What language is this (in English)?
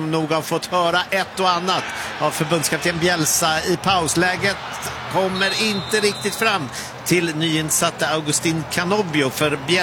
Swedish